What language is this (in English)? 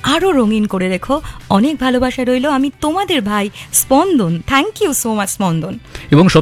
Bangla